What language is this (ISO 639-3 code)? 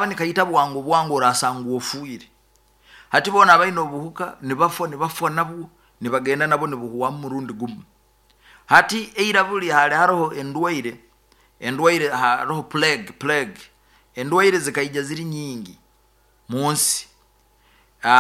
nyo